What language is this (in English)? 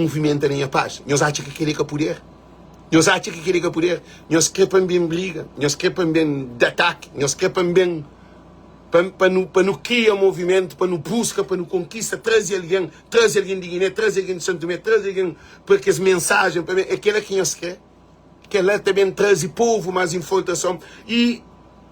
Kabuverdianu